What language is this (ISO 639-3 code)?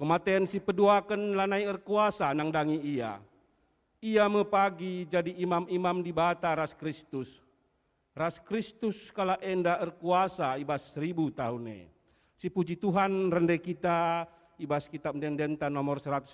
btx